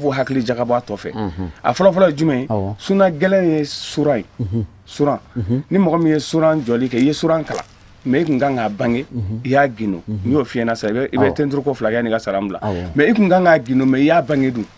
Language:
Bambara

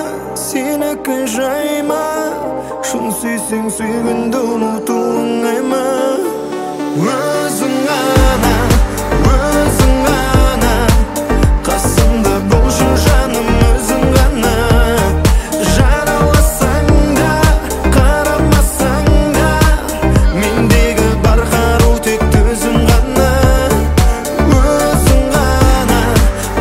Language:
Kazakh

